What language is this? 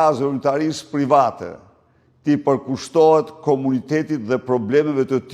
Albanian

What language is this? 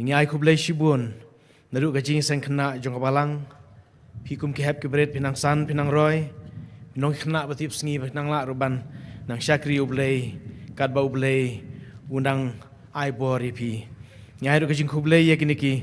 Khasi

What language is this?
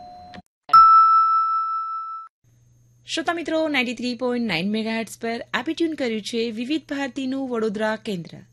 Gujarati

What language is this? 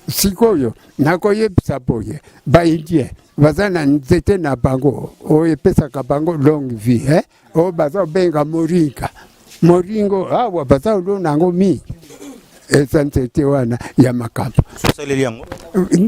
Lingala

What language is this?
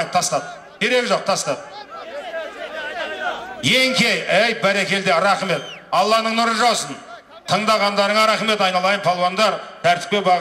Kazakh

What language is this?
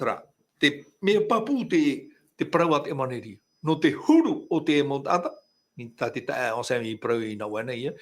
Tahitian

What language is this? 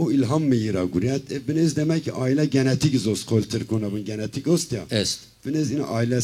Zaza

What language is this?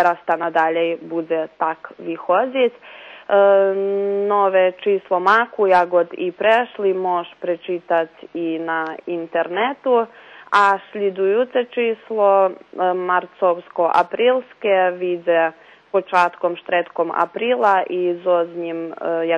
Rusyn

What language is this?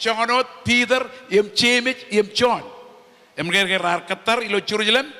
Marshallese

